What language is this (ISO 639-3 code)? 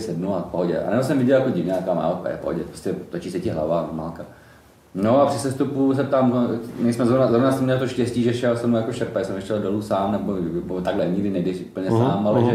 ces